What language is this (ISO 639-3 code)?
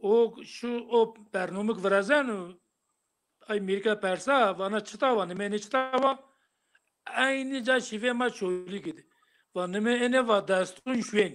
zza